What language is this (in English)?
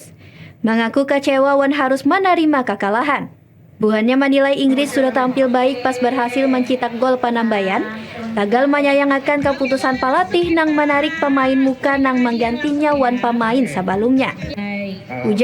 Banjar